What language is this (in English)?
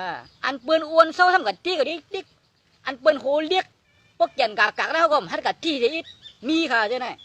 Shan